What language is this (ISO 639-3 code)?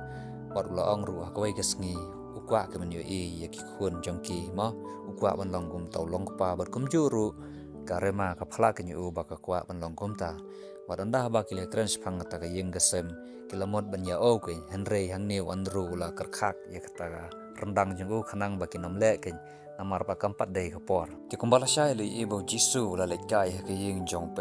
kha